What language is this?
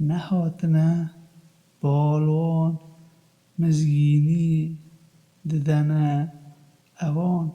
Kurdish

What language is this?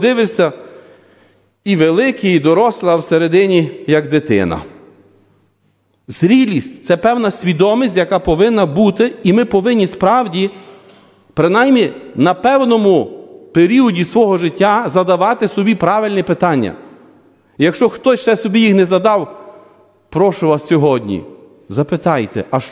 Ukrainian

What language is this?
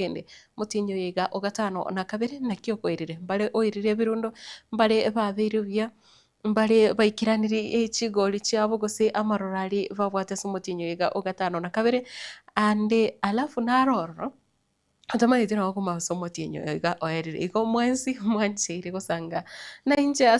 Gusii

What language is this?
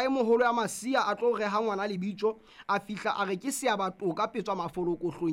Southern Sotho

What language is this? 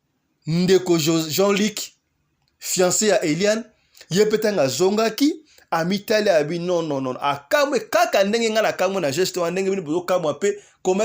Lingala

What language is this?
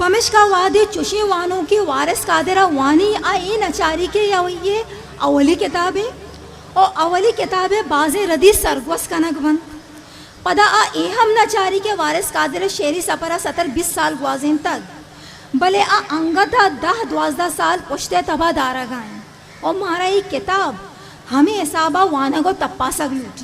Eastern Balochi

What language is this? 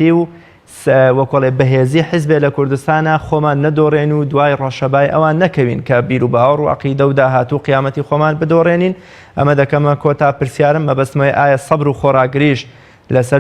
Central Kurdish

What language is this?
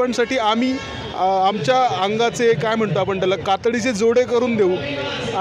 Marathi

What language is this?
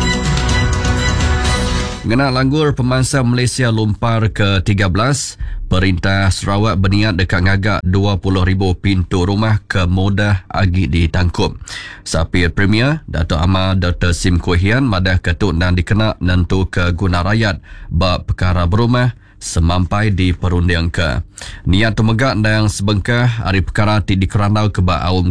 Iban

